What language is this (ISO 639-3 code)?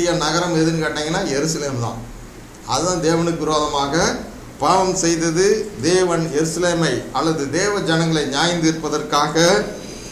tam